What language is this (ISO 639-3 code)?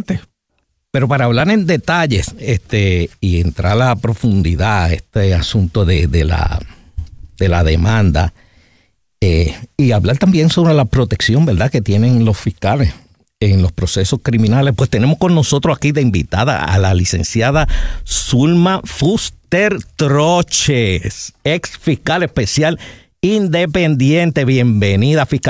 spa